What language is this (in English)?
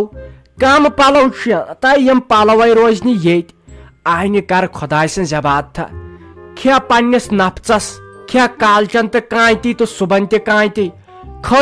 Kashmiri